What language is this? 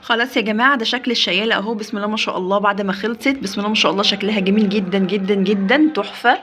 Egyptian Arabic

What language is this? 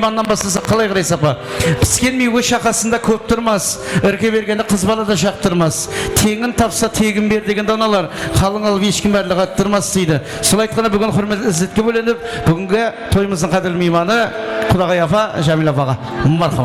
Kara-Kalpak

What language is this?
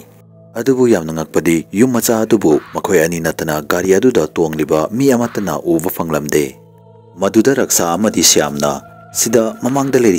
Manipuri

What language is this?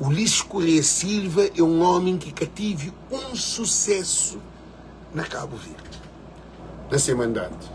Kabuverdianu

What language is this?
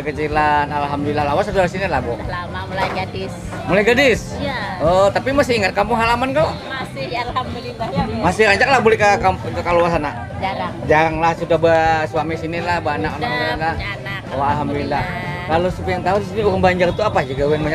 Banjar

